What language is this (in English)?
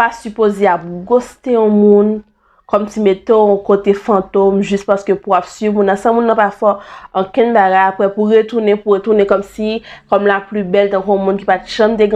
Haitian Creole